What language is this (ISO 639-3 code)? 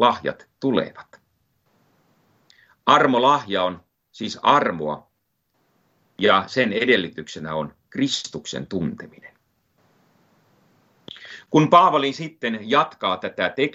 fin